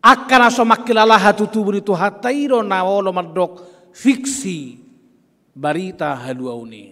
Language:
Batak Toba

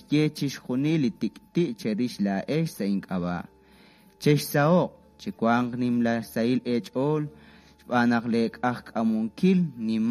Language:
Kekchí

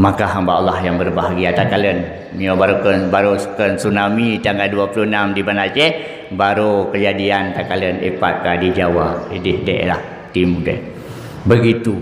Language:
Achinese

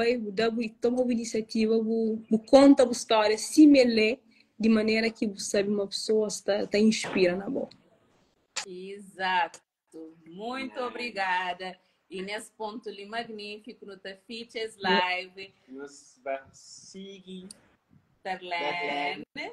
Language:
Kabuverdianu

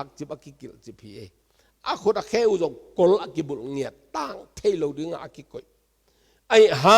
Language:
Tedim Chin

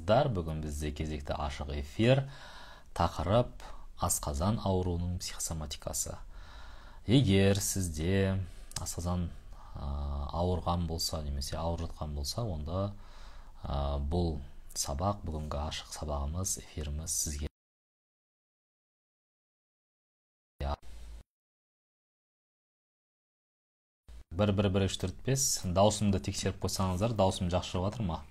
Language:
Kazakh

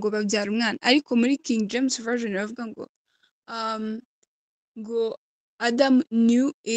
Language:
Kinyarwanda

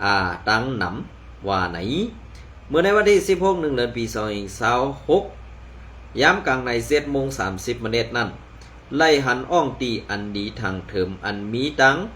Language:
Shan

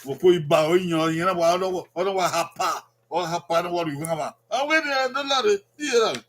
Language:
Bini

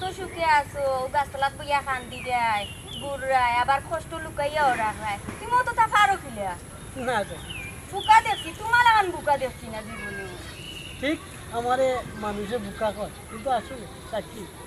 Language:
Sylheti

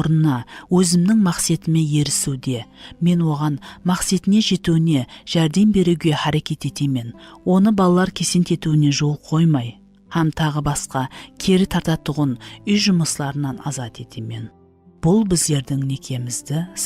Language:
Kara-Kalpak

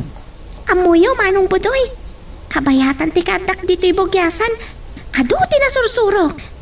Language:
Iloko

